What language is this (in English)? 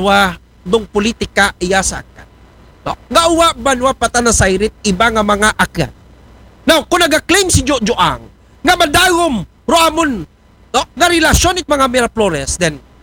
Aklanon